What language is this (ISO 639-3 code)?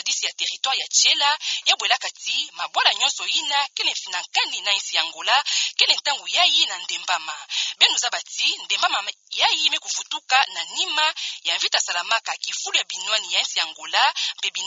ktu